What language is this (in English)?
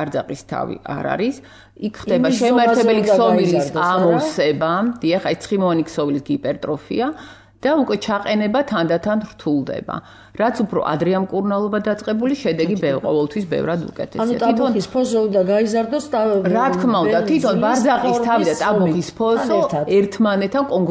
Georgian